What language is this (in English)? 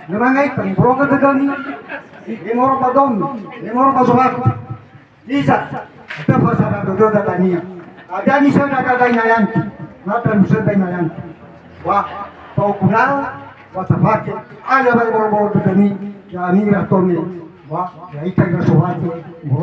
Nias